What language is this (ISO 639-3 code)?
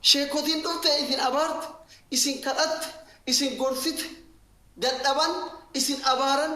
orm